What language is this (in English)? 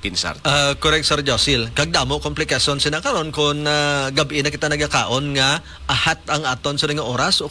Hiligaynon